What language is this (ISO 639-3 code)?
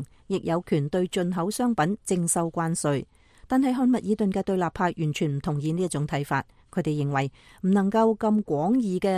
yue